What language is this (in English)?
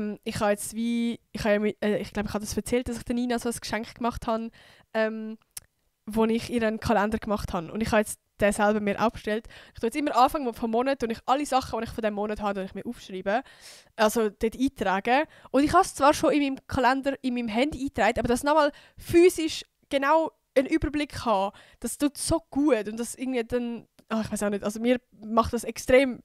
Swiss German